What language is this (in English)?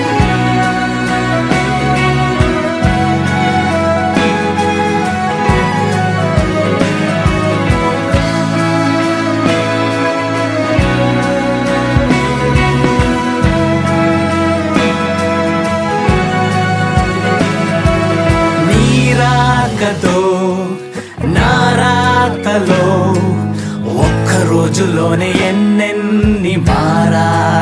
Telugu